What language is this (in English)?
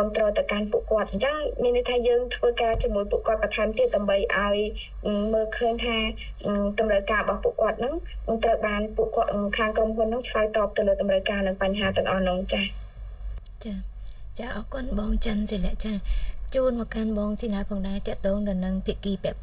Khmer